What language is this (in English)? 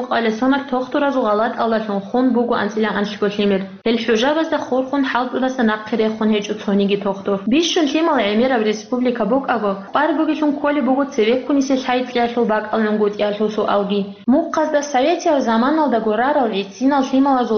Avaric